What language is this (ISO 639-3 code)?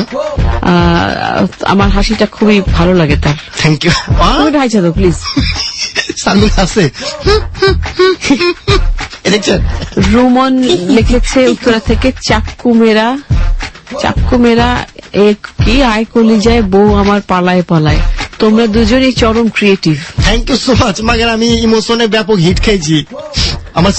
ben